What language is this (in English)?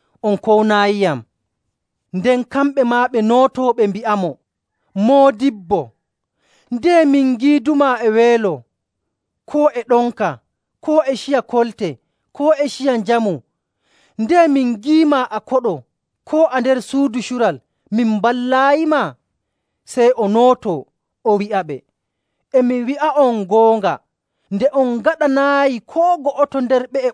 Nigerian Fulfulde